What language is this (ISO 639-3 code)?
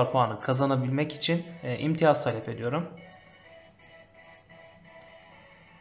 tur